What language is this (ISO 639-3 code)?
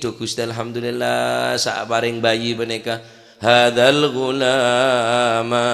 mad